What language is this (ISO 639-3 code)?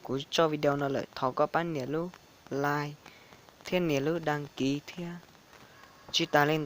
hmn